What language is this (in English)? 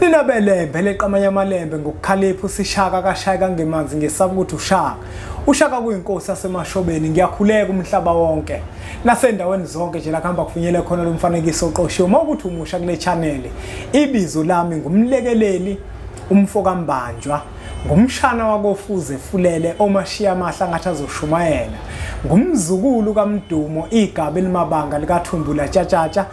Zulu